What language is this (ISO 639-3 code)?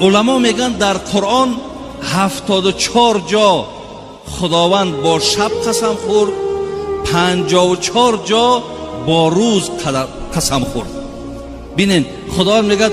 tgk